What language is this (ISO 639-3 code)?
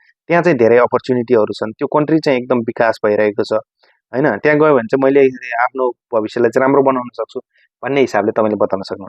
nep